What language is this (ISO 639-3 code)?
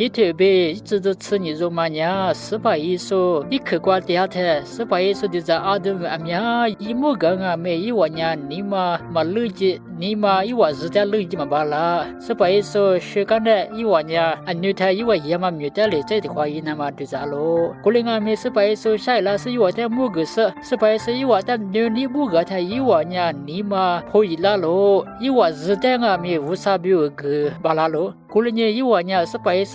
lis